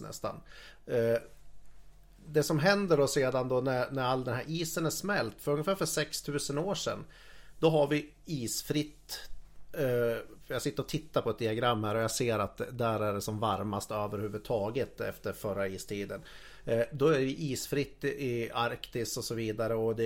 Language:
Swedish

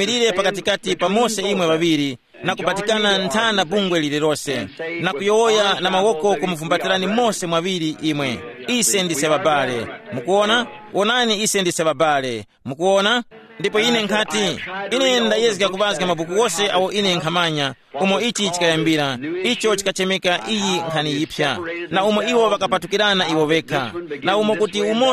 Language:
Tumbuka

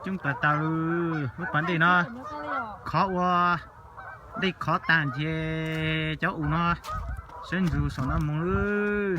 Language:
Hmong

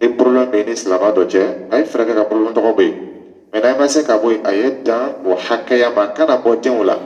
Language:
Dyula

